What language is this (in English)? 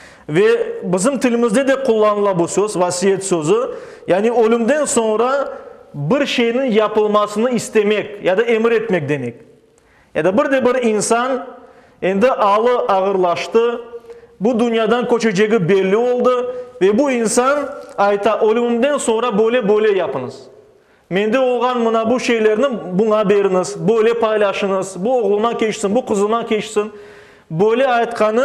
Crimean Tatar